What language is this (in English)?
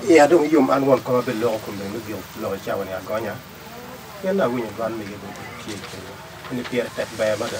Acoli